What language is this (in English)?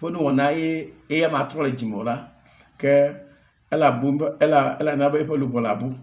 Ewe